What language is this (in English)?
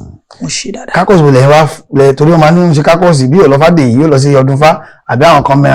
Yoruba